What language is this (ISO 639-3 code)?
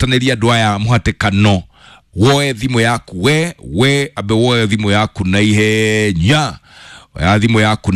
kik